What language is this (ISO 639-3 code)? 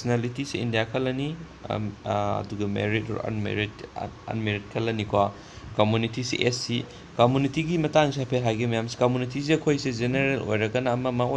mni